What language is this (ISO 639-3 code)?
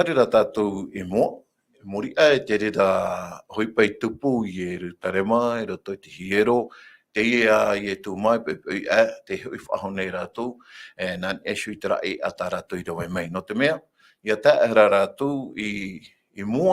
tah